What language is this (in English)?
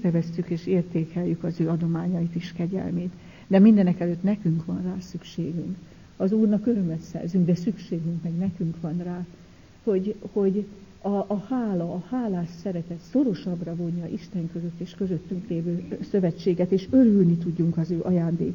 Hungarian